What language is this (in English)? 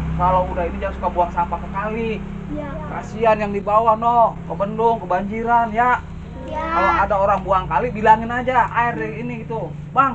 Betawi